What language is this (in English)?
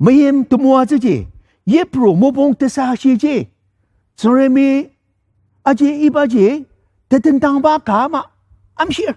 Ao Naga